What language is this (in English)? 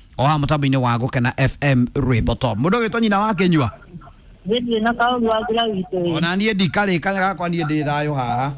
Kikuyu